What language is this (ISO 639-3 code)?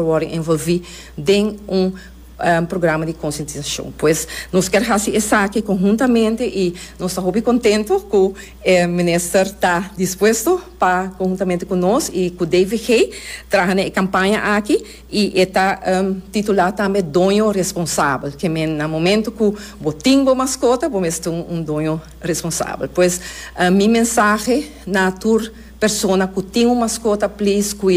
pap